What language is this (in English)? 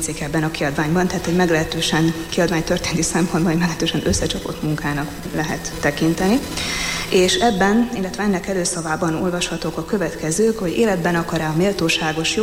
Hungarian